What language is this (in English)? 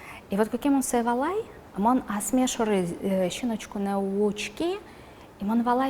Udmurt